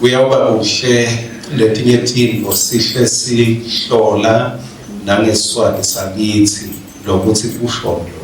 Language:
Swati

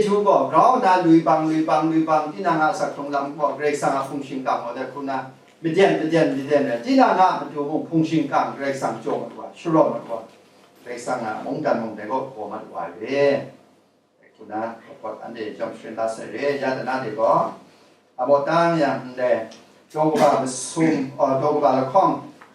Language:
Kachin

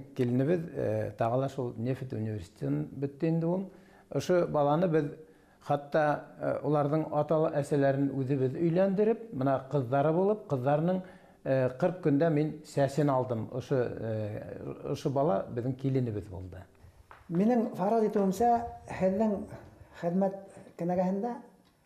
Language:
Bashkir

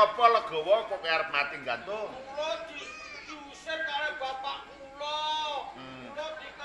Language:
Javanese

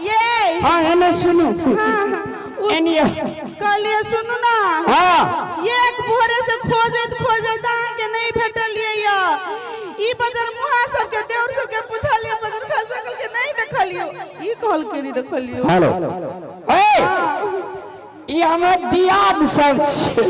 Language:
Maithili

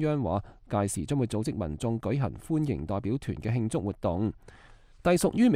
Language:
Cantonese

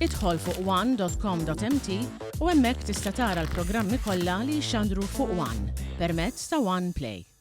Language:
Maltese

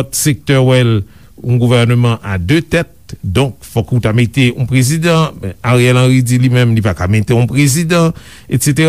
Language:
Haitian Creole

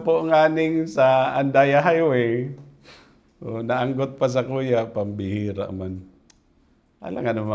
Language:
Bikol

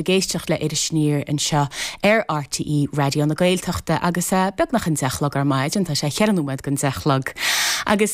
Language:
Irish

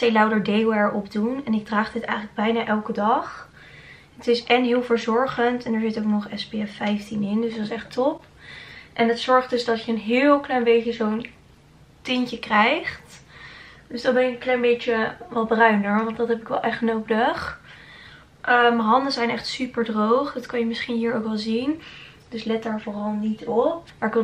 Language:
Dutch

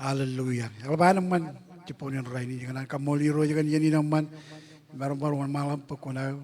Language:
Marshallese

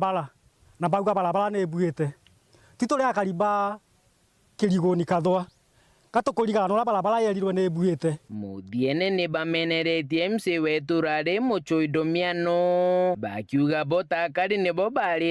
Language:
Meru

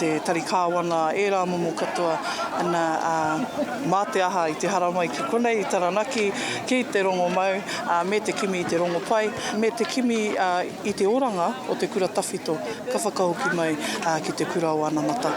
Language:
Māori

